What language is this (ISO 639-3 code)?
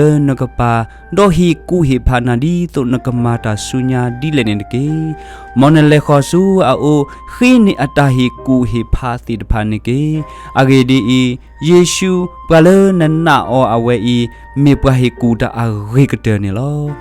ksw